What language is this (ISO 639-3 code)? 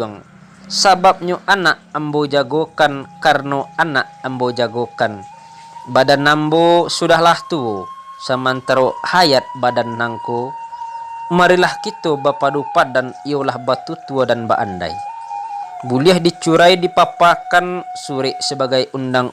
min